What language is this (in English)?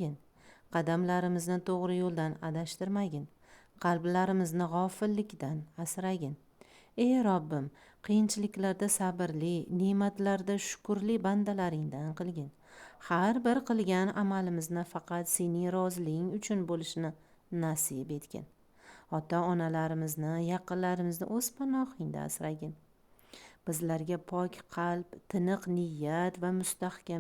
Uzbek